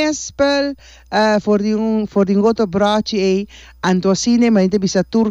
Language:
Papiamento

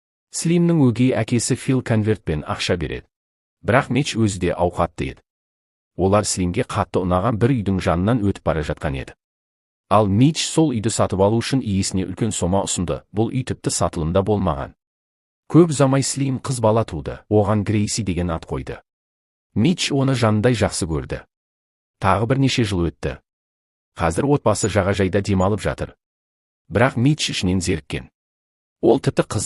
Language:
Kazakh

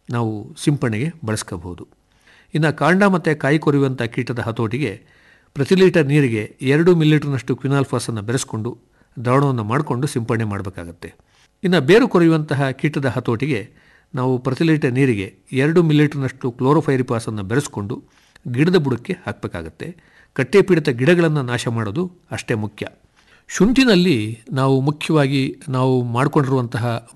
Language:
Kannada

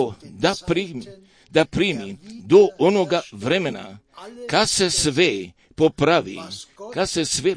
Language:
Croatian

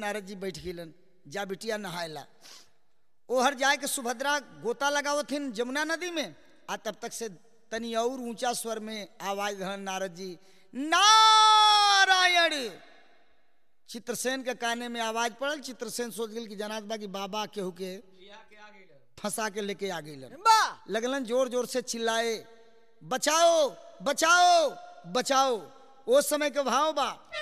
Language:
Bhojpuri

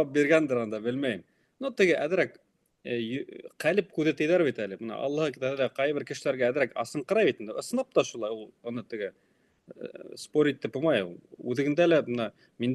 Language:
Bashkir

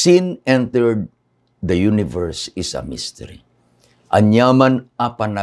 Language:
Iloko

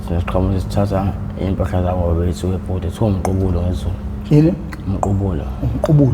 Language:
Zulu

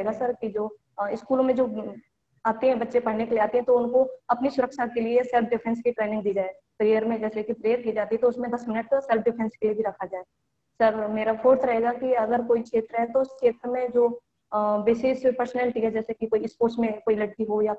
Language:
Hindi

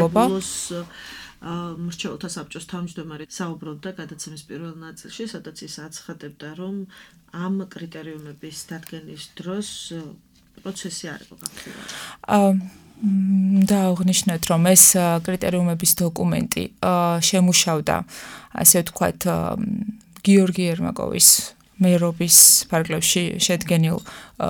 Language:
Georgian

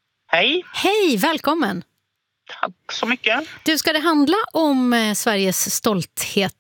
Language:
Swedish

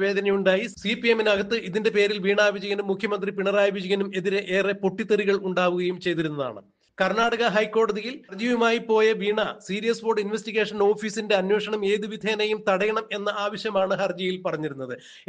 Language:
Malayalam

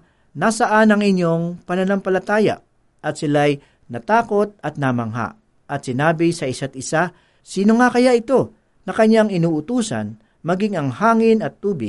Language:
Filipino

